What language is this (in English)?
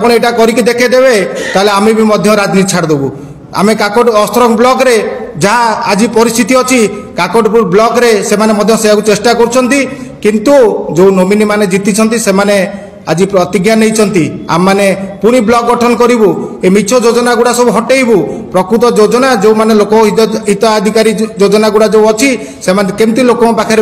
Odia